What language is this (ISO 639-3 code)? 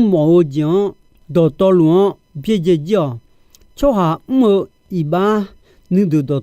ahk